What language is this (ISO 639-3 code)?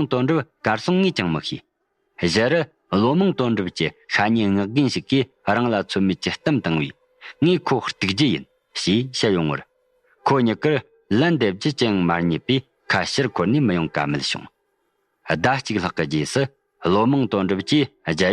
bod